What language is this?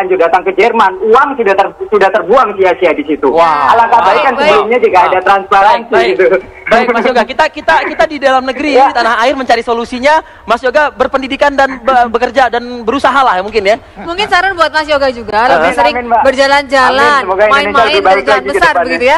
Indonesian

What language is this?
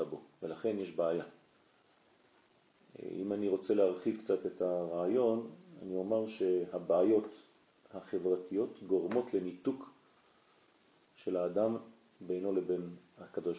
Hebrew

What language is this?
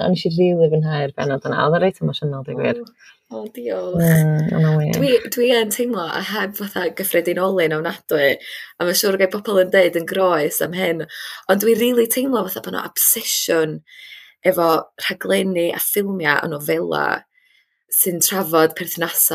Welsh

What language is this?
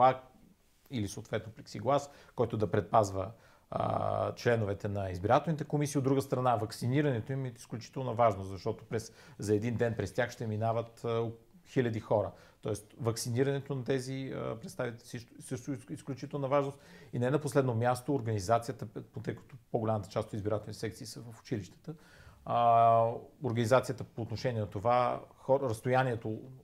Bulgarian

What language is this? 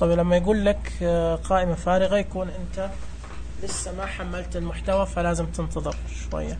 Najdi Arabic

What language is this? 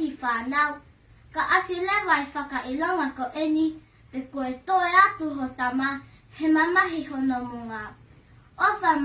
Tongan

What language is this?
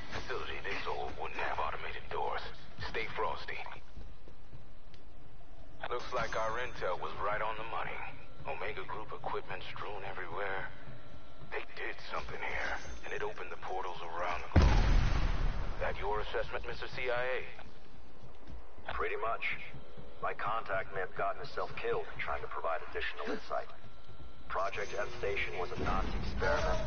English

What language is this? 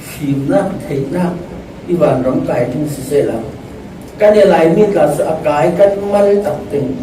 Falam Chin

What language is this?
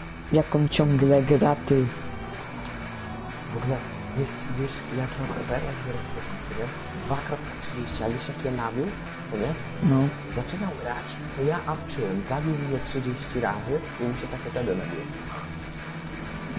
Polish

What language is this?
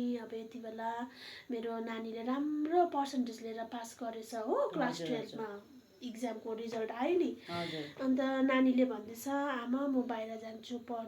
Nepali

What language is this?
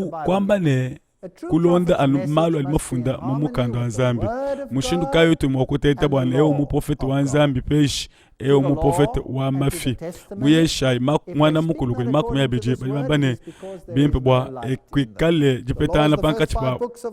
Luba-Lulua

